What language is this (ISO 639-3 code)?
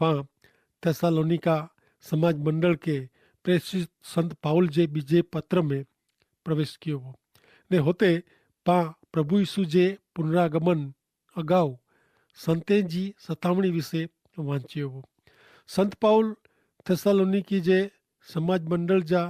kfr